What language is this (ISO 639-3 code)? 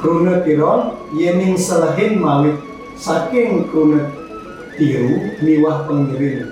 ban